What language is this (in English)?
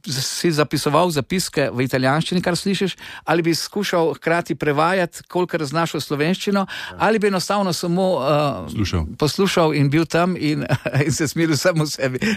Slovenian